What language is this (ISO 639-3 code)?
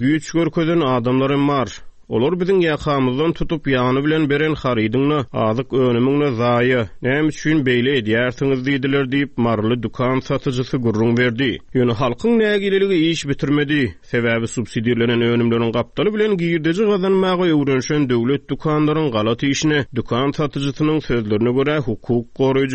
tuk